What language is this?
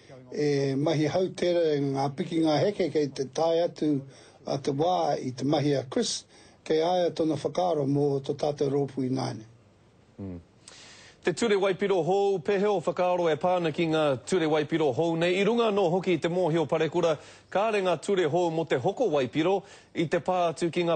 Māori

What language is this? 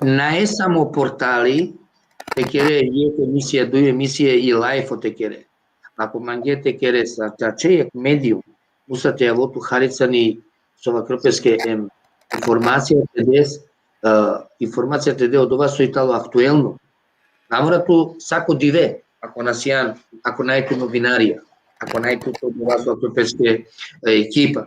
Balkan Romani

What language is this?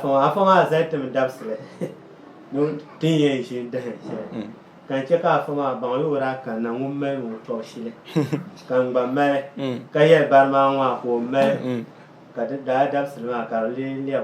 Dagbani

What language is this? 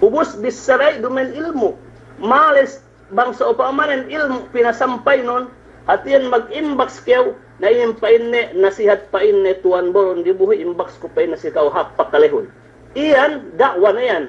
Yakan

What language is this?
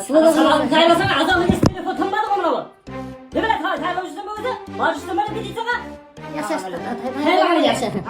Kara-Kalpak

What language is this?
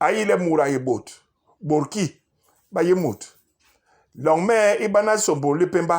Basaa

